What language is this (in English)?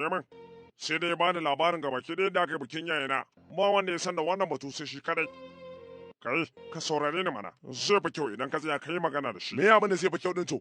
Hausa